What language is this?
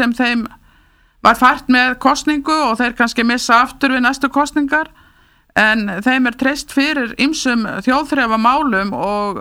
Icelandic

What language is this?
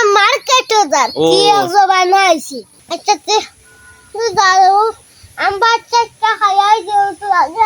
Sylheti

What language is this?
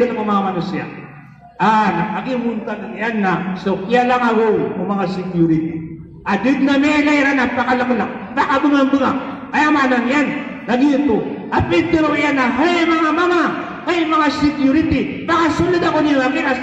Maranao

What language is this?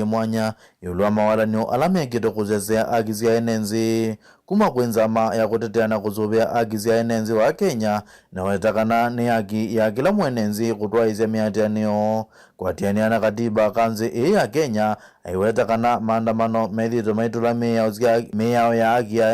Kamba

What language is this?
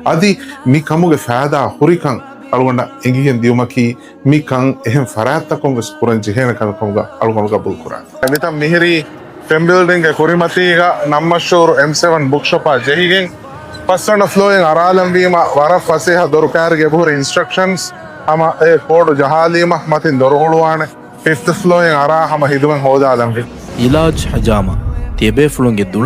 Divehi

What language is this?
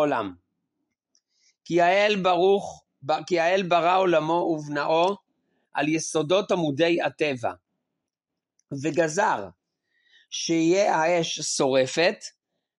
Hebrew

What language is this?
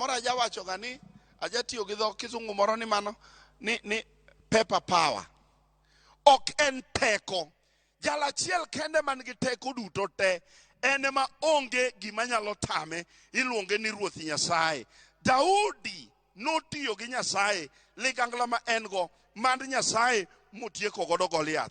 Luo (Kenya and Tanzania)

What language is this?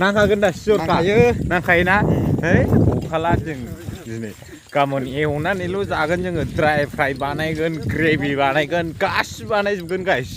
Bodo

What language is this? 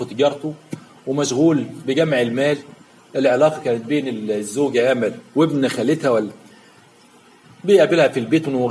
Egyptian Arabic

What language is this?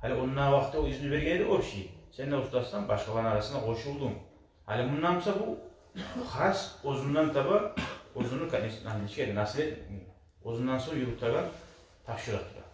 Kumyk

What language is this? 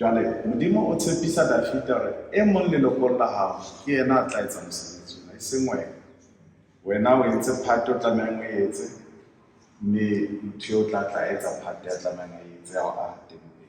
Southern Sotho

